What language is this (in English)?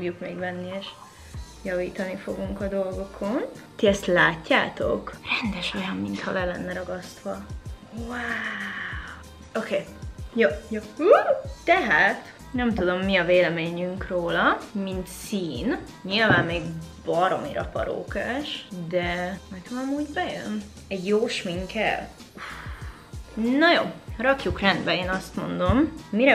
Hungarian